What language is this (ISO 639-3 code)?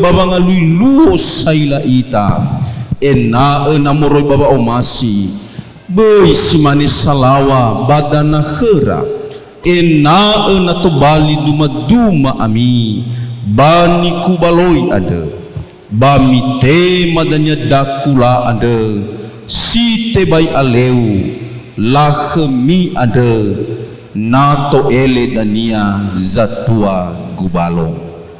nia